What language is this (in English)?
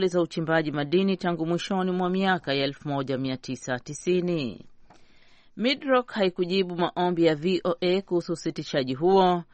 Swahili